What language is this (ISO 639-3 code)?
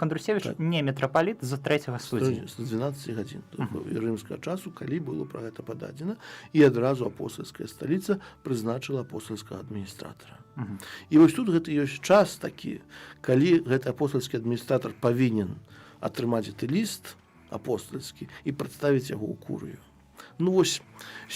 bel